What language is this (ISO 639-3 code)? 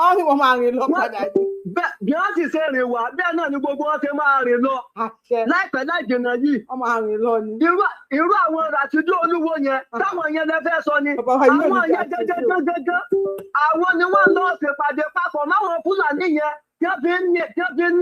yor